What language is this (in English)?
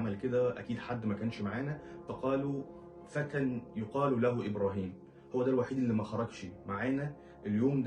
Egyptian Arabic